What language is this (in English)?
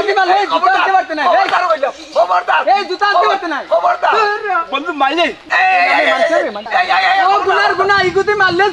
Sylheti